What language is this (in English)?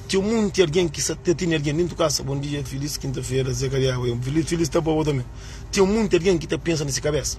Kabuverdianu